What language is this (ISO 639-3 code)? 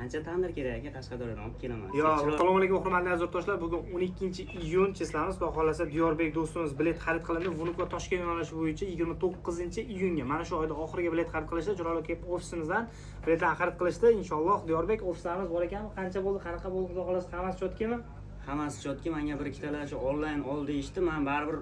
uzb